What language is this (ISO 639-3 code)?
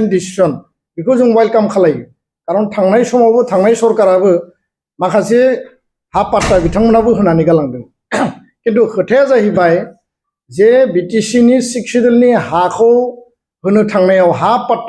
brx